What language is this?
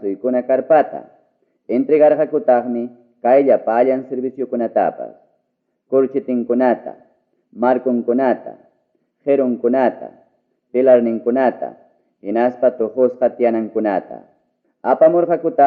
Ayacucho Quechua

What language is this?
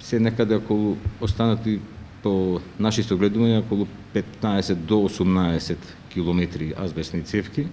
Macedonian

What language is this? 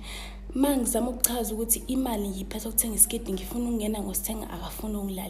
Zulu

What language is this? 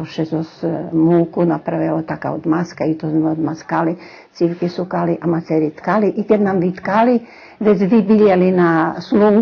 Rusyn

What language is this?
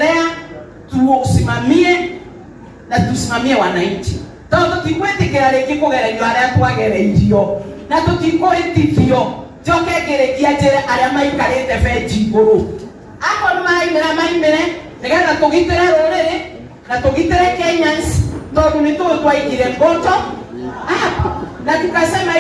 Kikuyu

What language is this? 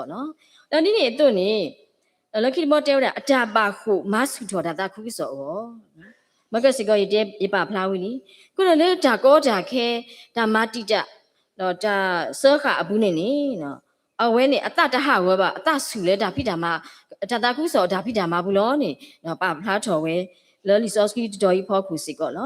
S'gaw Karen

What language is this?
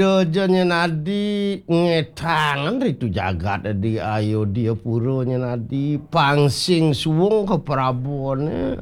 Balinese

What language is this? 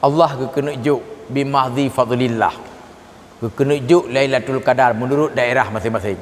Achinese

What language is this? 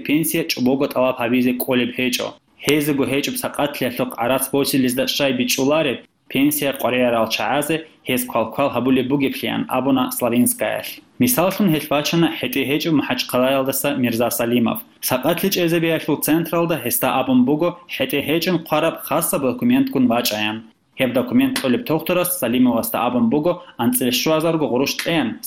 Avaric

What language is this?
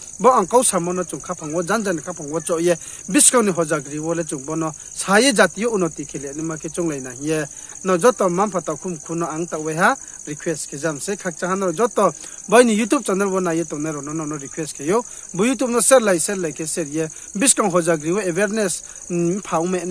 Riang (India)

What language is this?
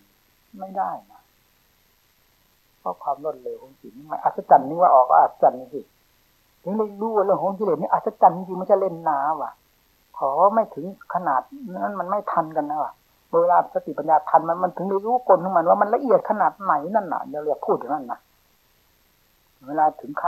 Thai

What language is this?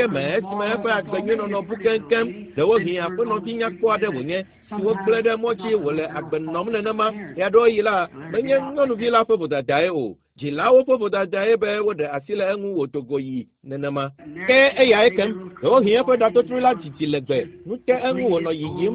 Ewe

